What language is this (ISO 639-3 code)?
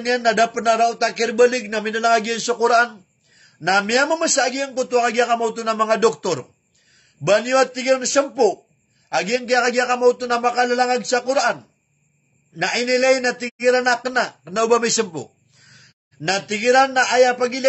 mrw